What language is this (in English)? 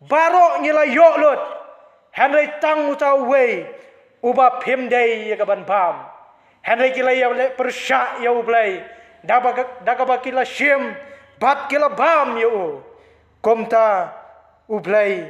Khasi